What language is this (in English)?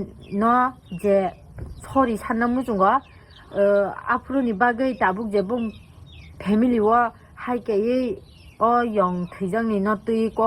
Kok Borok